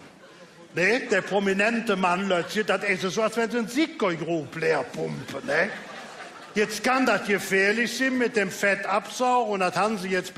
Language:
Colognian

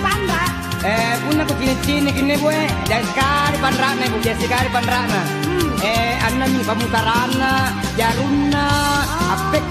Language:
Makasar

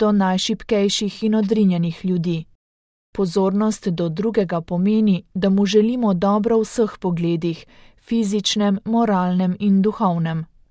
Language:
Slovenian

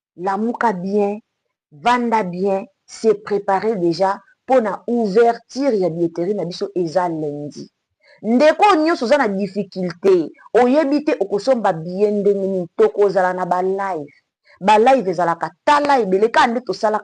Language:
Lingala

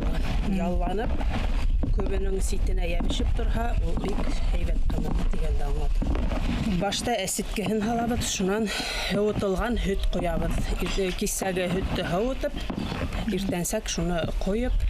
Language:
Bashkir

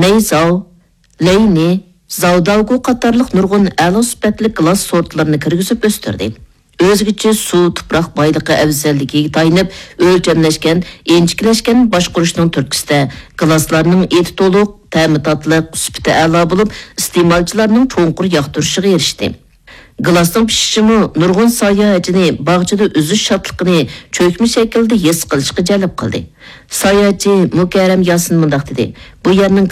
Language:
Uyghur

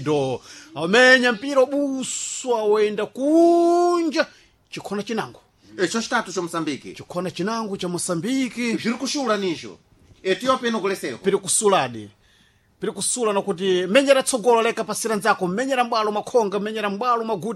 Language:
Sena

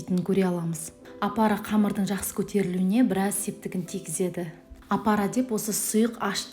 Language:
Kazakh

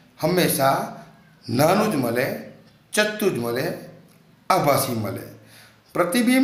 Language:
Gujarati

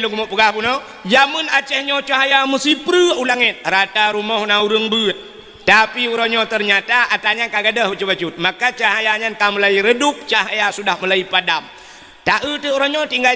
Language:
Achinese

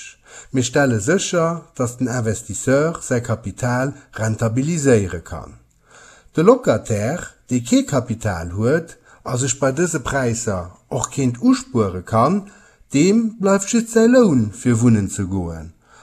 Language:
Luxembourgish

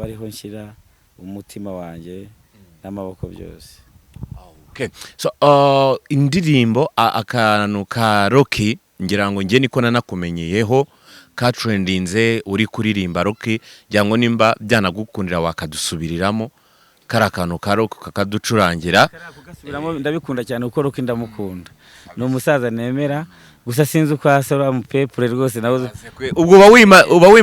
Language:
Kinyarwanda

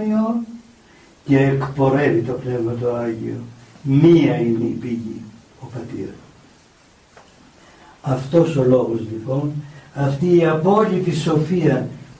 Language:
Greek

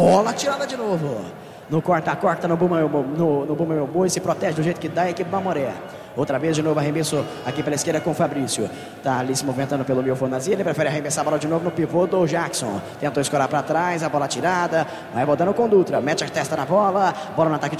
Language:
Portuguese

